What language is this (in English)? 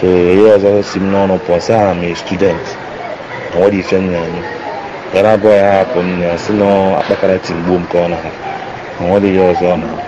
Igbo